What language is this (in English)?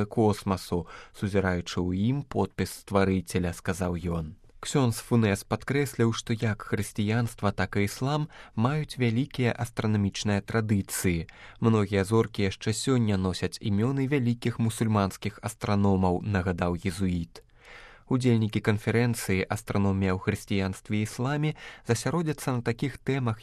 Belarusian